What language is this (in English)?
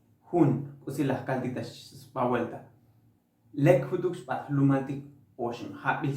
Tzotzil